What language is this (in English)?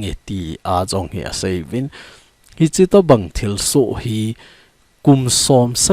Thado Chin